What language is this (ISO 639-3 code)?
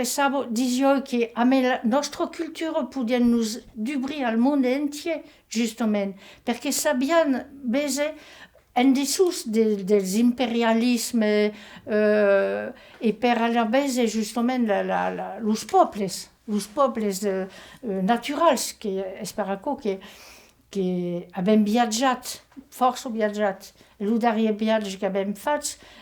oci